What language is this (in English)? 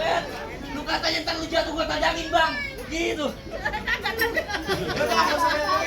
Betawi